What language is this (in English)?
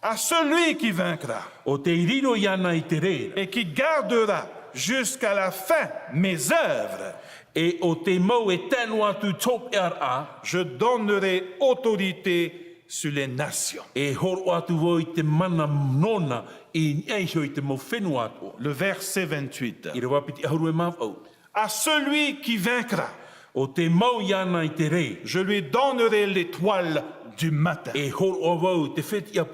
Tahitian